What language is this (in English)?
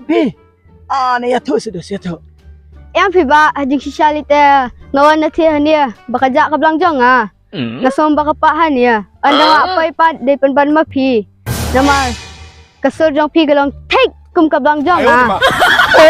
Khasi